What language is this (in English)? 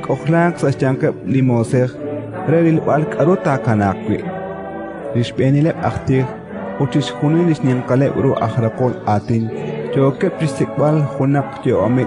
Kekchí